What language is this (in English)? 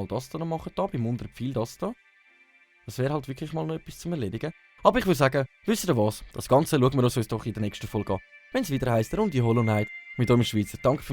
Swiss German